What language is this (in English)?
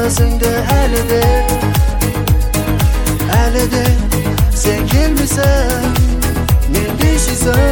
Kazakh